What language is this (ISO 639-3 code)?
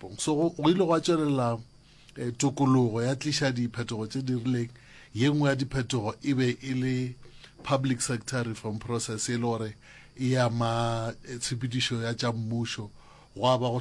nso